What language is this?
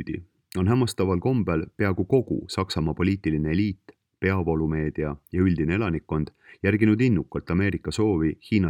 Estonian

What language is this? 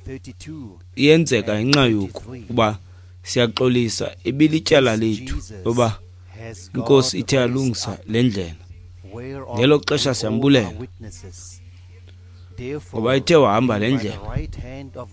Xhosa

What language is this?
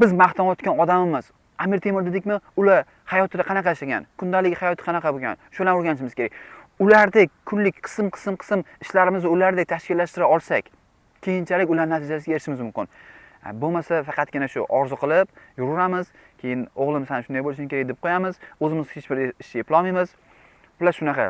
Uzbek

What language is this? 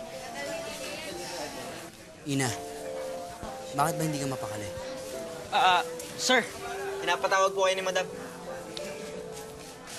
Filipino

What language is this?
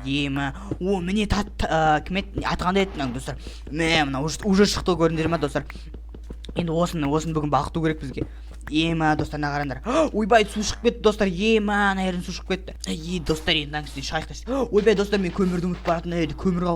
Kazakh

